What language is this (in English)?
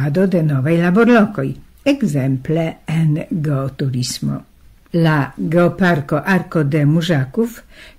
Esperanto